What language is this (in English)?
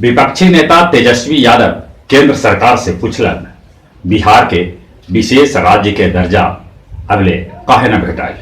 Magahi